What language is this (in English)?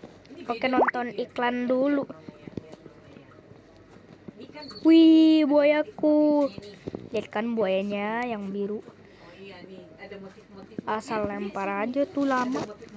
Indonesian